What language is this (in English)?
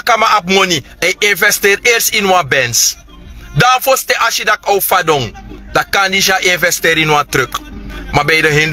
Sranan Tongo